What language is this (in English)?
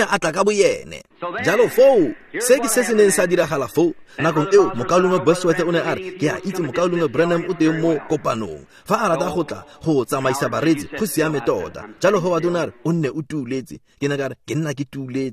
Tswana